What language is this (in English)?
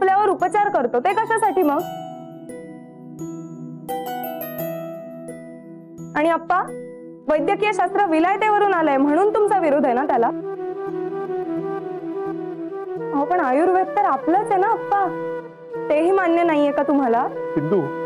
Marathi